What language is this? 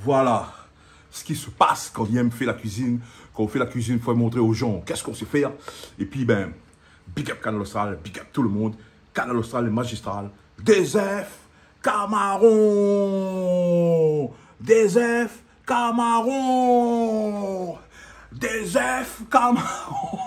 Réunion Creole French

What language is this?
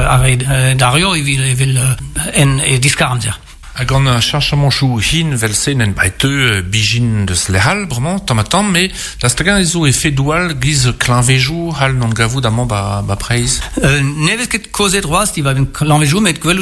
Breton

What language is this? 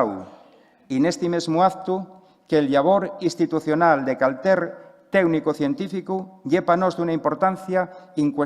Asturian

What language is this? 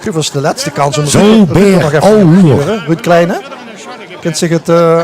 Limburgish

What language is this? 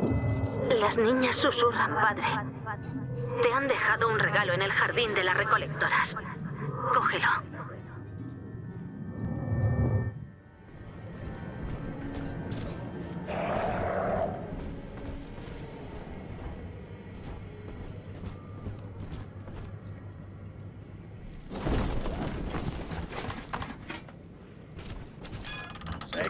Spanish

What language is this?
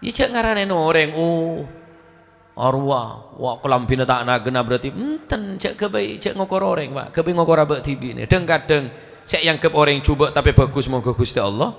Madurese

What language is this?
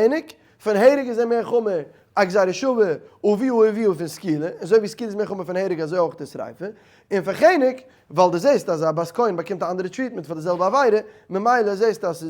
Yiddish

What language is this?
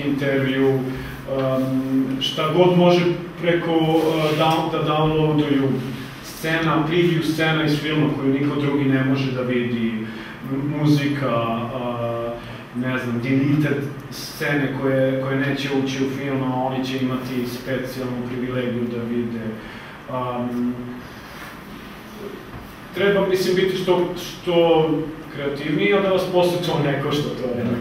Serbian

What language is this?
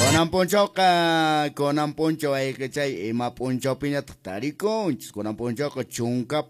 Quechua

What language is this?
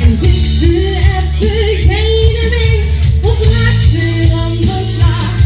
Limburgish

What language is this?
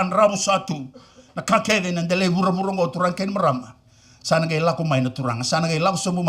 Fijian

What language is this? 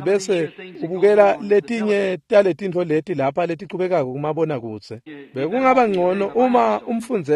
Swati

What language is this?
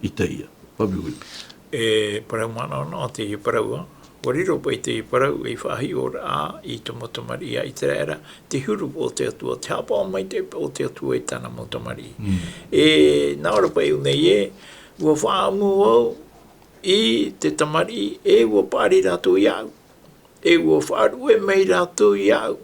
Tahitian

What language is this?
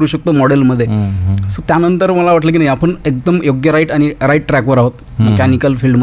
Marathi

